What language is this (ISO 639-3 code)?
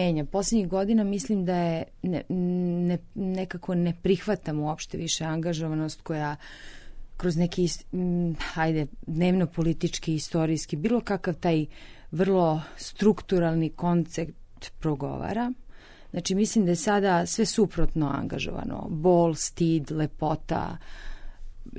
srp